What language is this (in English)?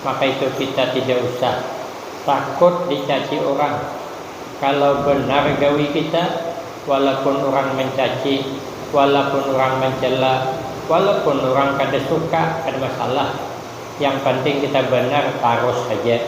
Banjar